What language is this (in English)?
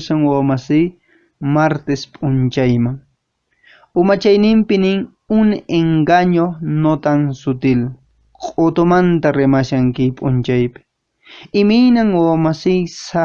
Quechua